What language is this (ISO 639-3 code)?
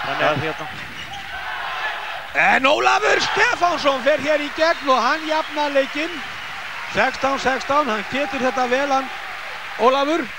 isl